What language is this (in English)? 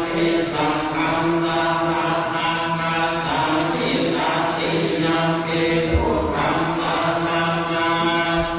Pali